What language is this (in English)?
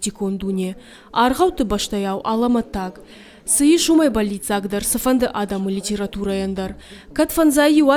Ossetic